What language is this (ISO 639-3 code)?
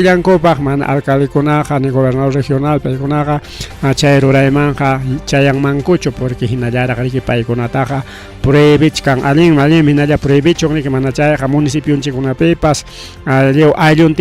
quy